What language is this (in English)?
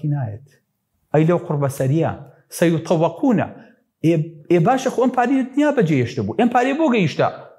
Central Kurdish